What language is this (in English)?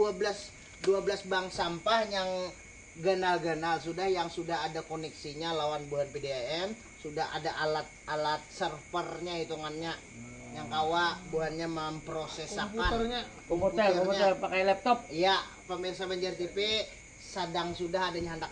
Banjar